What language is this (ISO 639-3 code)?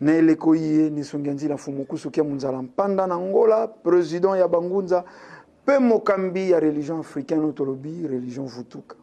lin